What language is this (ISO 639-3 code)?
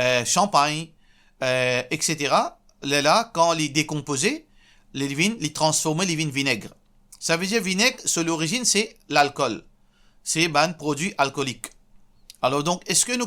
mfe